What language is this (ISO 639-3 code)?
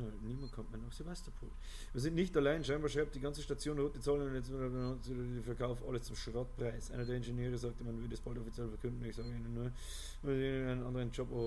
bar